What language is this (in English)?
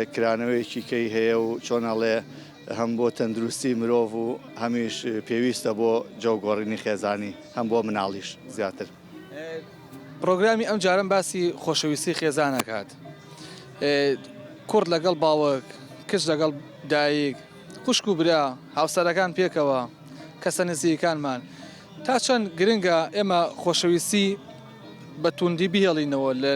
Central Kurdish